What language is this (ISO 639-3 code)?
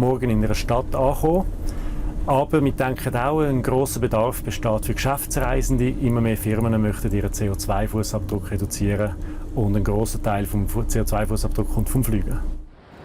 gsw